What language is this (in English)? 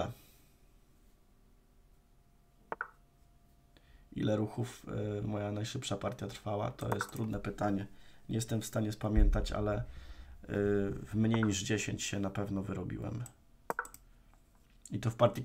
Polish